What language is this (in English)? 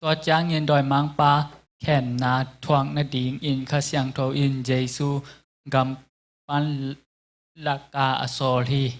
Tedim Chin